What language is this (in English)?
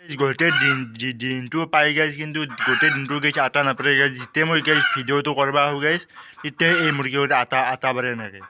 Assamese